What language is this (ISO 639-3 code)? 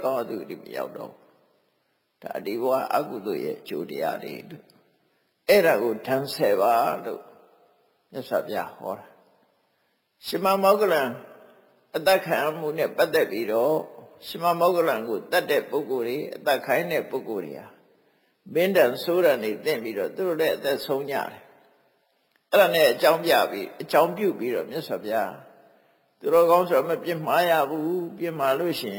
mya